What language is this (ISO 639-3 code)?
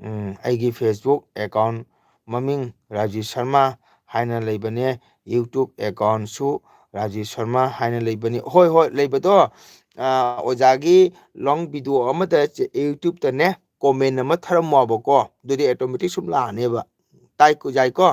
mni